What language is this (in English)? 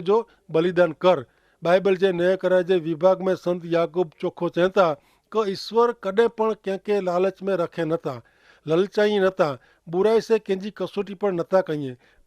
Kachhi